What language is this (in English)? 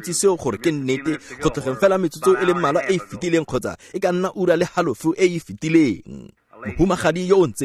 Tswana